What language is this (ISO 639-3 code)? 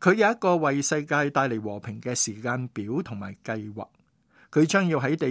yue